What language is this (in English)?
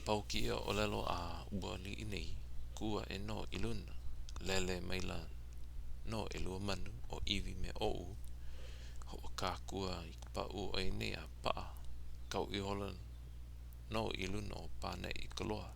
Hawaiian